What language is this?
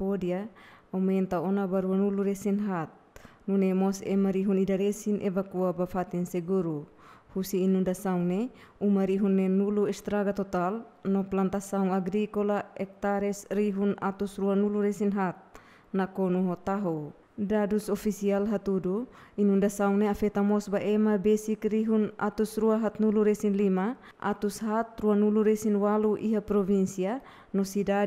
Tetum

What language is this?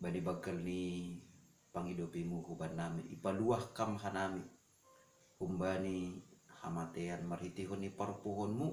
Batak Simalungun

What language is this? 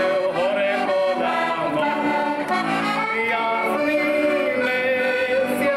Slovak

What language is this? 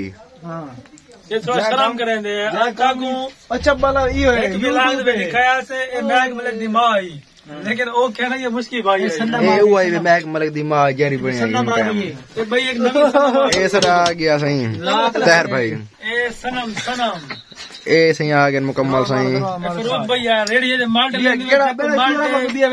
Saraiki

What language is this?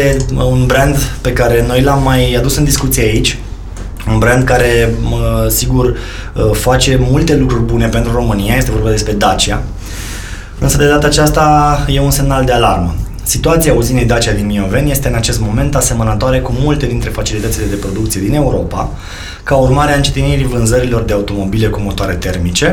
Romanian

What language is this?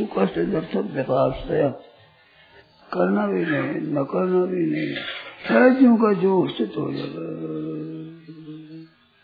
Hindi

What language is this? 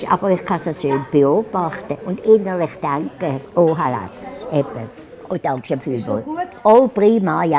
Swiss German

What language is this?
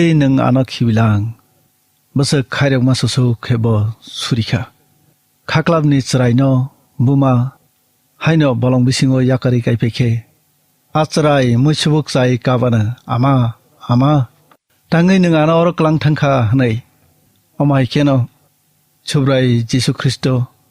Kok Borok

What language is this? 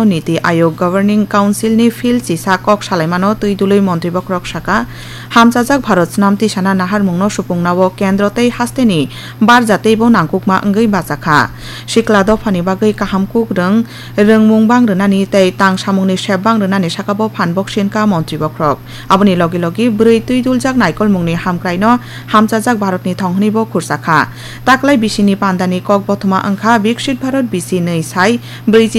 Kok Borok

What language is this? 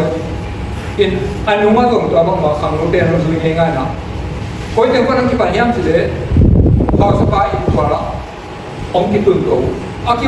Tedim Chin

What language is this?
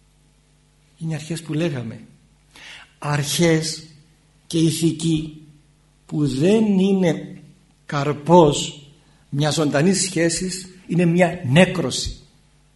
Greek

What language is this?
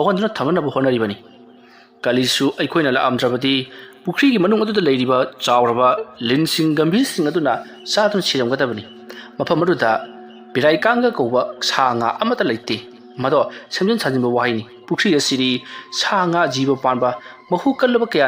Manipuri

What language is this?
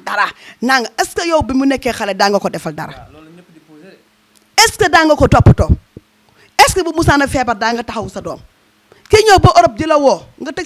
Wolof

